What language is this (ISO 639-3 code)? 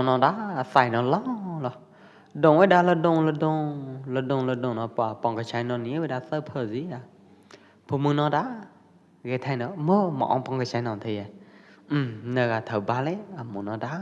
kjp